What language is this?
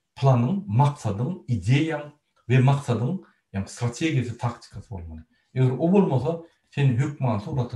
Turkmen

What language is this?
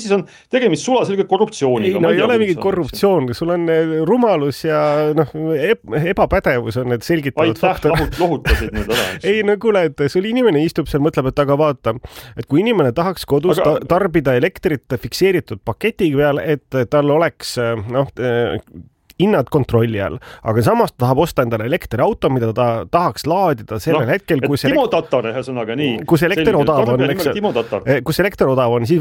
Estonian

